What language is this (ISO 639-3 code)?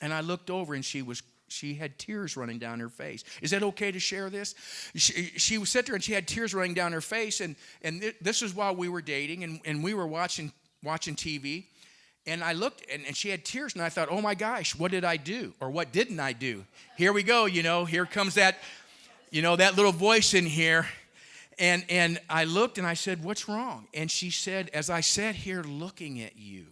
eng